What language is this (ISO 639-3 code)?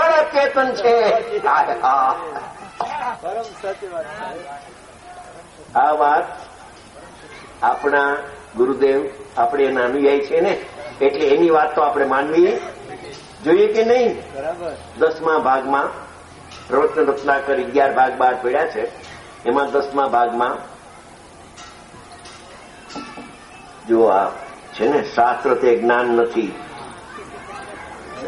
guj